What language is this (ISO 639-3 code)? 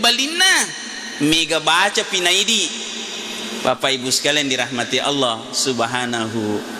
bug